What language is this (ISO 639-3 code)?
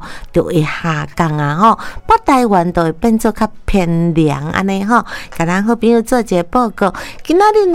nan